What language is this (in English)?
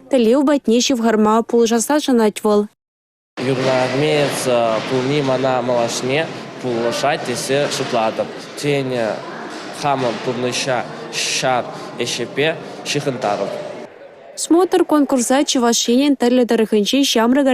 Chuvash